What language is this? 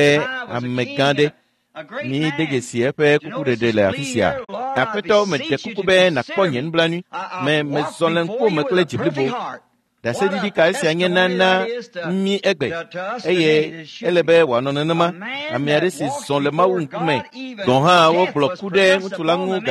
Ewe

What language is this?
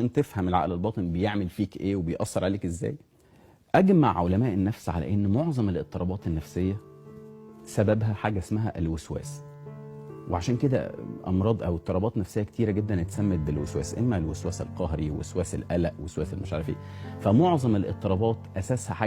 Egyptian Arabic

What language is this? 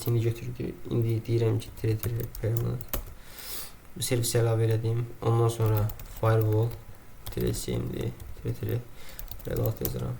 Azerbaijani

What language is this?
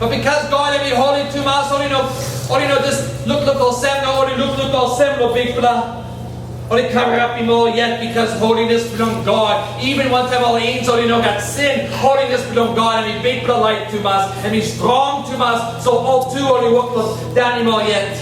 Tok Pisin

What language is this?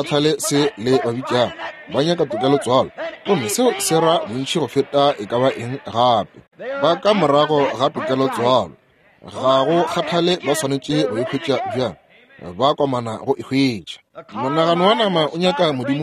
Northern Sotho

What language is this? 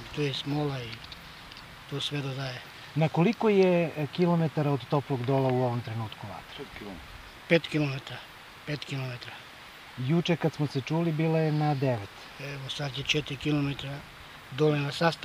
Serbian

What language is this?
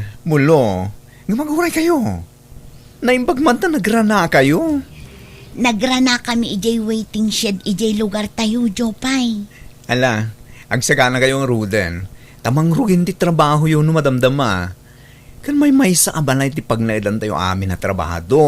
Iloko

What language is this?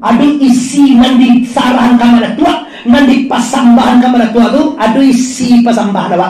Minangkabau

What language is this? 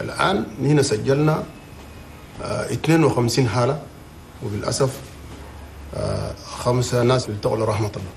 Chadian Arabic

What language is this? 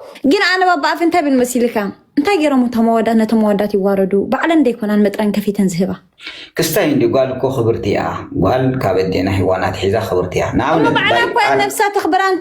Tigrinya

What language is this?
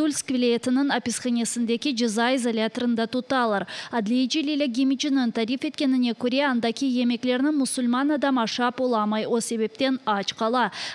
Crimean Tatar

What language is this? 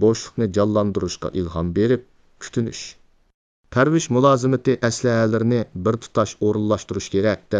Uyghur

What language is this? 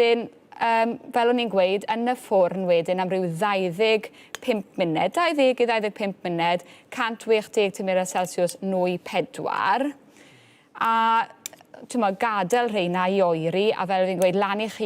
Welsh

